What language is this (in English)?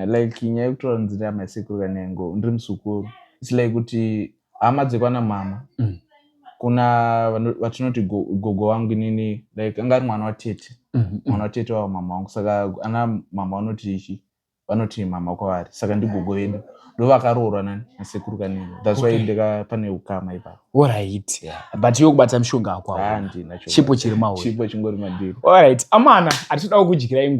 Shona